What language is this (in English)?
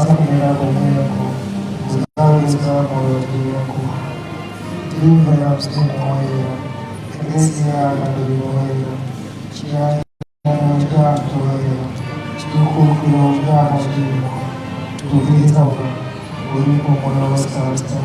Nyanja